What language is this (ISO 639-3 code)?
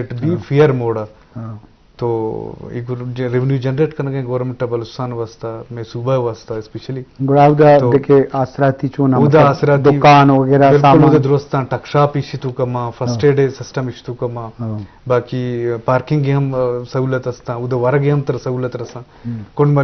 bgp